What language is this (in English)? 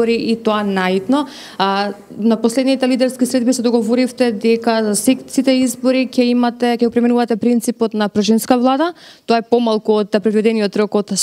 Macedonian